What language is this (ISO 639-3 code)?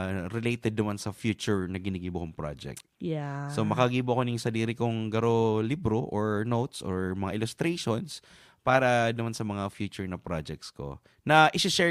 bik